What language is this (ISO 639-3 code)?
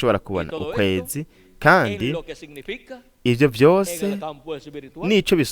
run